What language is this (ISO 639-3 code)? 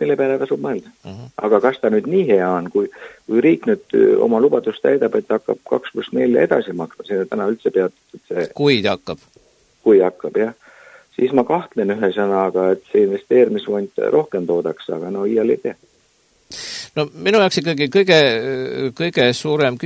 est